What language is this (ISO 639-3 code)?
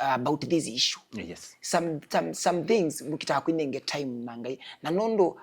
kam